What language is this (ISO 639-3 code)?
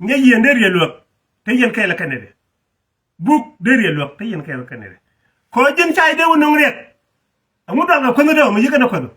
nus